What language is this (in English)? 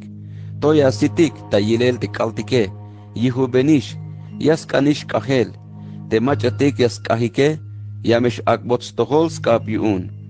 Tzeltal